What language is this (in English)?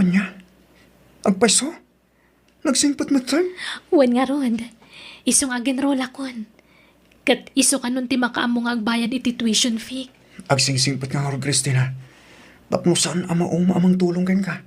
Iloko